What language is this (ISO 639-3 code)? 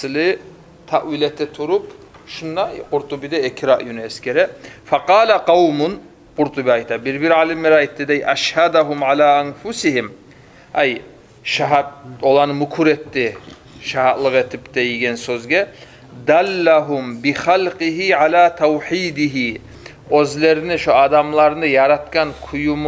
kum